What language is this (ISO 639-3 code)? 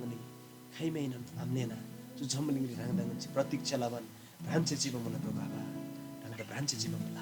taj